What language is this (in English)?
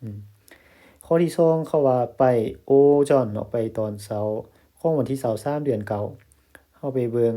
Lao